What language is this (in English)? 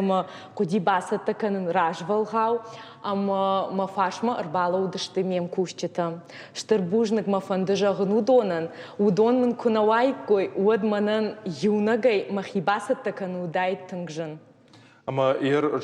Ossetic